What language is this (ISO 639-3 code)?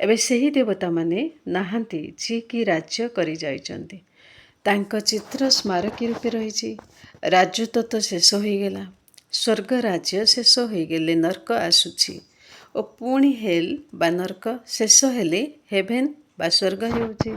ori